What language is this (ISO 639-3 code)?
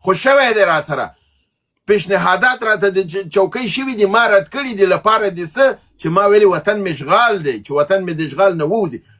pus